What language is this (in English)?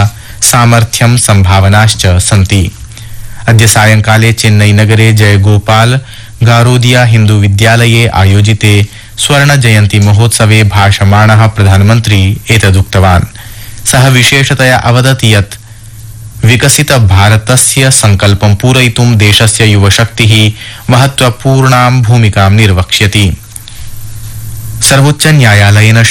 Sanskrit